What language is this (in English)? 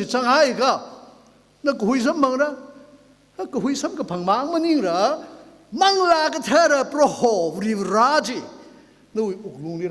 Tangkhul Naga (India)